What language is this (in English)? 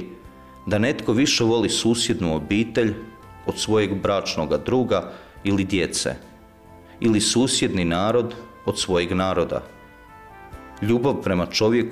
Croatian